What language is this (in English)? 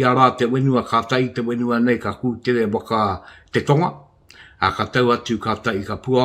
Māori